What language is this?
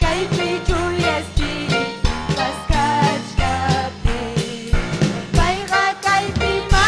Ayacucho Quechua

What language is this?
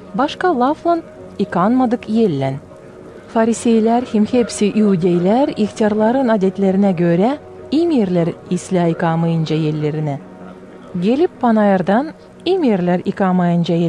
Gagauz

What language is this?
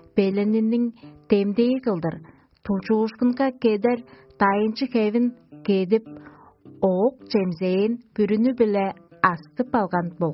Tuvinian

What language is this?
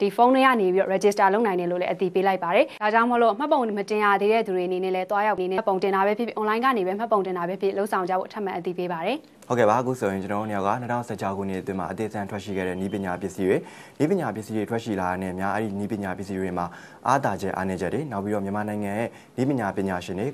Burmese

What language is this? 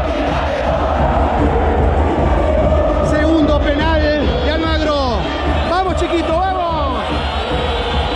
Spanish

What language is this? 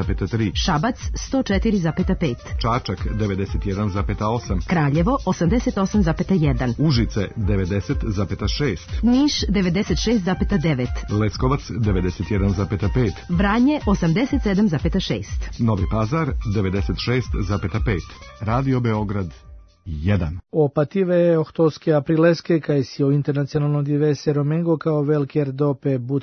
Serbian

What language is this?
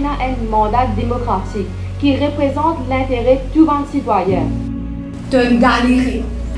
Morisyen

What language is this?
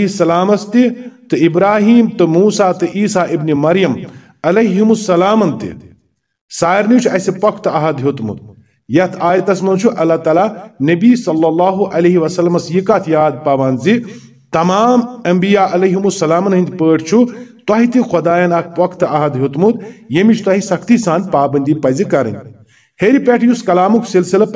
Kashmiri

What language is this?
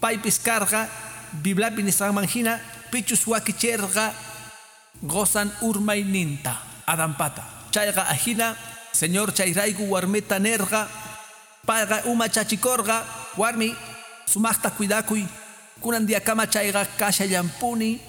Quechua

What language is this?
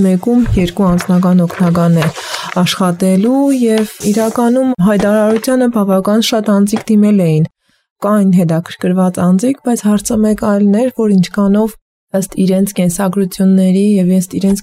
Armenian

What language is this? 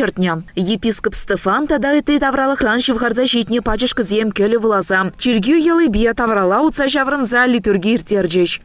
Chuvash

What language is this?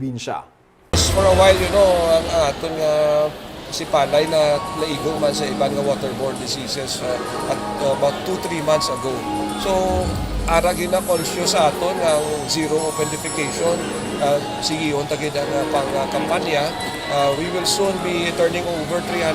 Hiligaynon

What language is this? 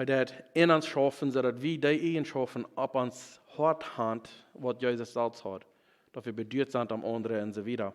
Plautdietsch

